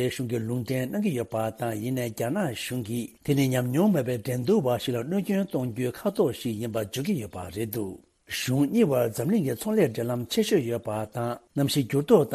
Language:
Tibetan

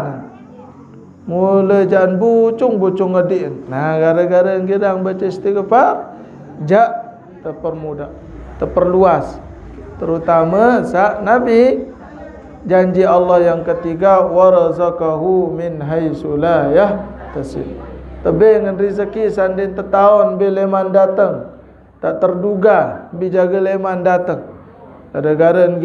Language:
Sasak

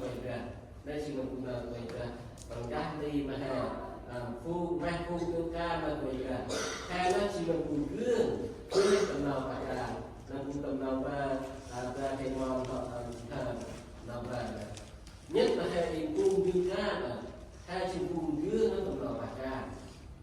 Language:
Central Mnong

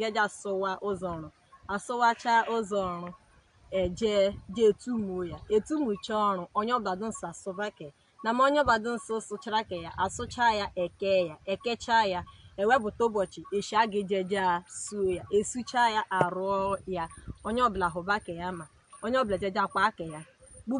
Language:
Igbo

